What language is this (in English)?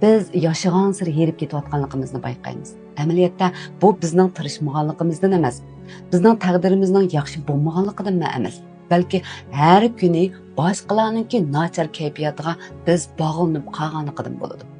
Uyghur